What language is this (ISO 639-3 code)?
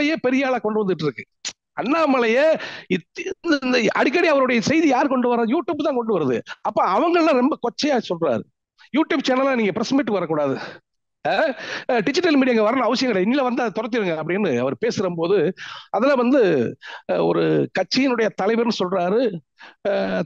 tam